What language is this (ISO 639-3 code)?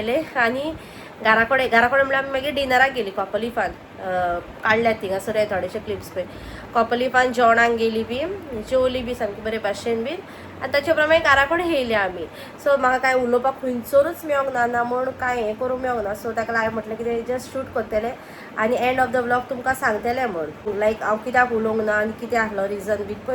kok